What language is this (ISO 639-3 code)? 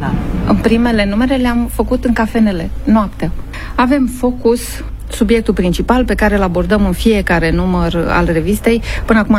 ron